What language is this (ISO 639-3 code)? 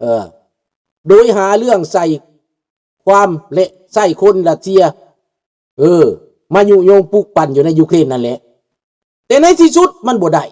lao